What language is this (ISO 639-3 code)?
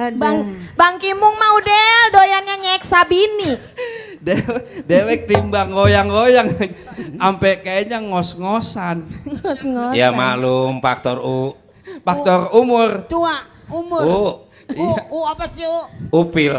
bew